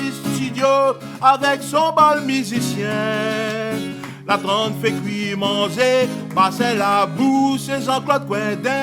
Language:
Réunion Creole French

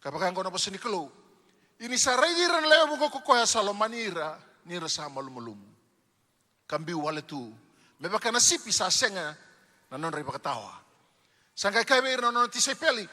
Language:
Fijian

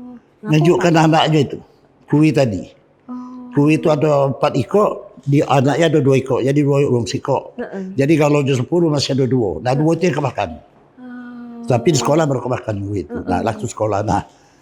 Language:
Musi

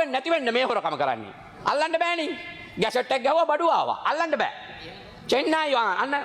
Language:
Sinhala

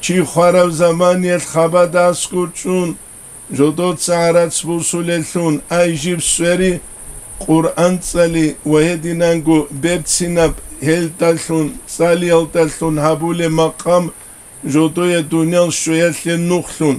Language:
Avaric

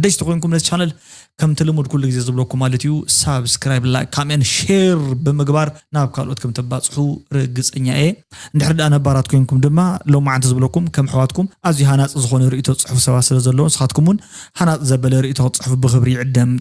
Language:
Tigrinya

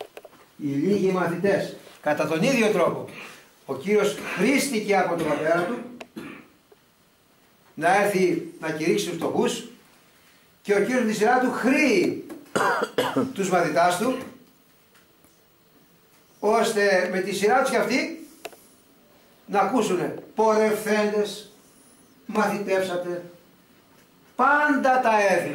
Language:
Greek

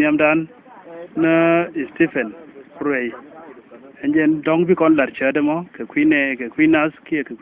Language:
Nuer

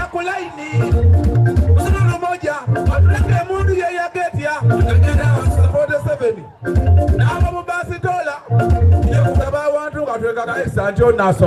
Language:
Soga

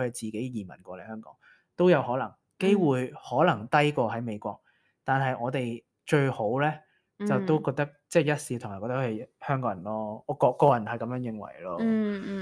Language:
Cantonese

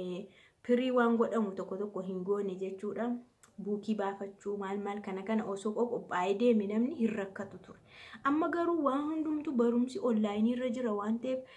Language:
Oromo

